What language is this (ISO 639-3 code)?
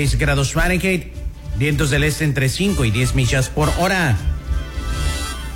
spa